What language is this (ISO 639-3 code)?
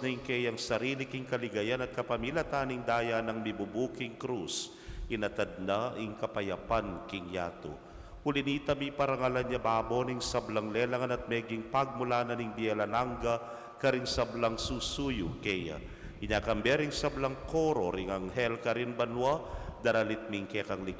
pam